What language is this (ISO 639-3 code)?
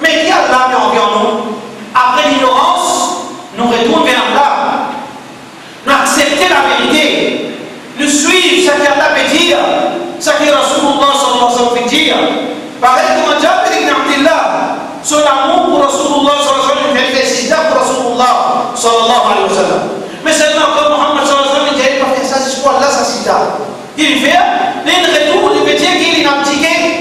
mfe